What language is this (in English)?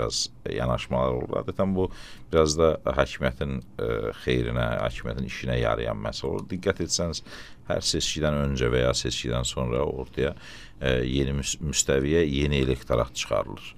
Azerbaijani